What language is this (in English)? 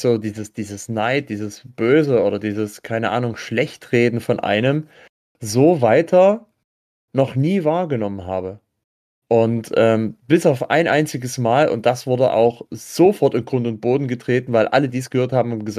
German